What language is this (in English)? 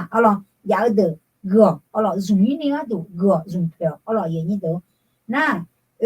Akha